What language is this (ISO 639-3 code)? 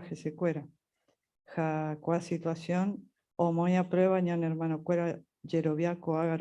grn